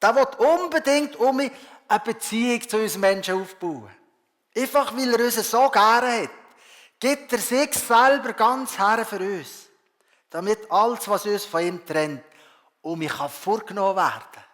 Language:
Swiss German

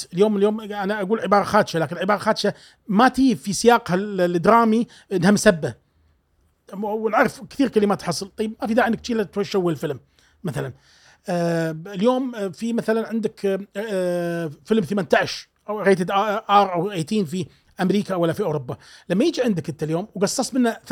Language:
Gulf Arabic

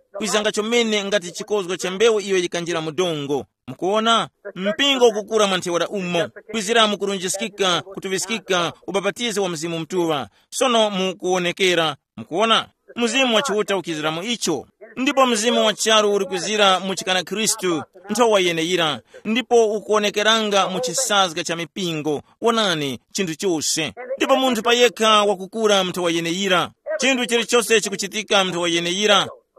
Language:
Tumbuka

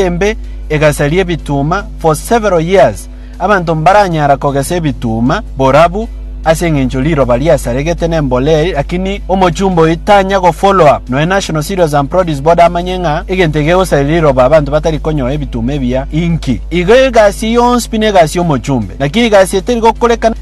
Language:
Gusii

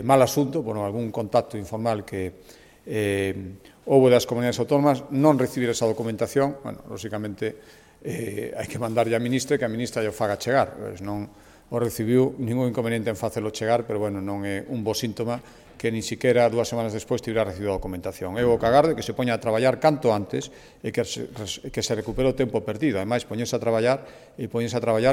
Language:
Galician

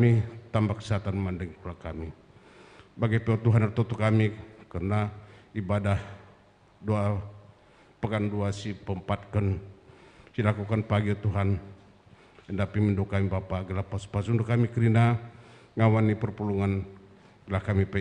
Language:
Batak Karo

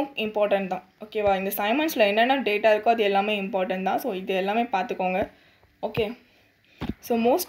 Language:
Tamil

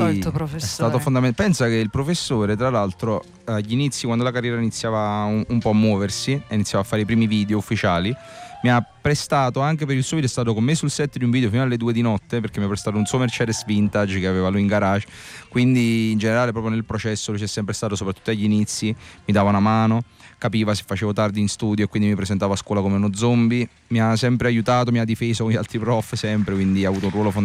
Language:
Italian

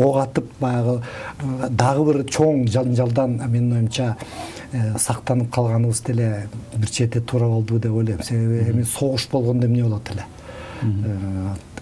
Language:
Kyrgyz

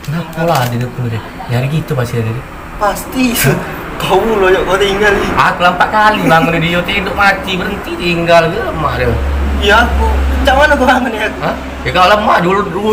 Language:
Musi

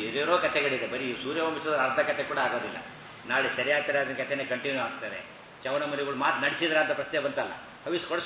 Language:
Kannada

